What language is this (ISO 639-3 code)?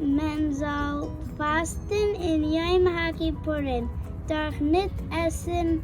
yid